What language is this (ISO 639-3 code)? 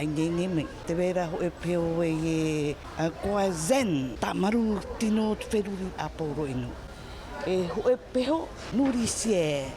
tah